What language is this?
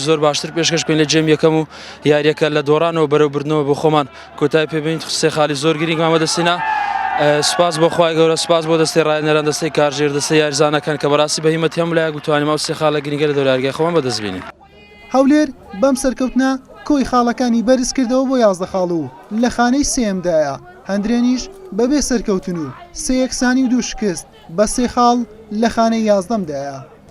Central Kurdish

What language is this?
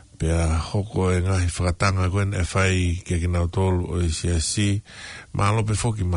Tongan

